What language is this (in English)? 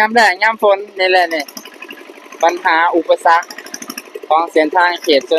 Lao